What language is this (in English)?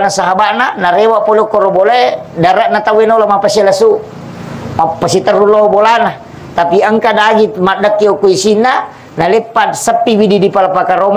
Buginese